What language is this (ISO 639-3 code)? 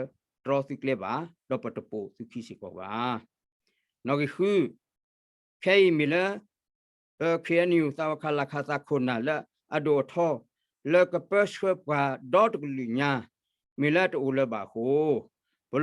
ksw